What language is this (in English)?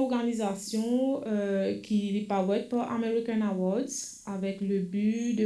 Morisyen